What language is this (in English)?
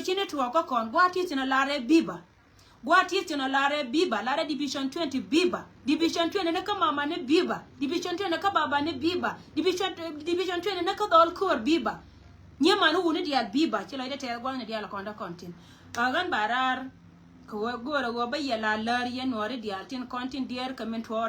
Nuer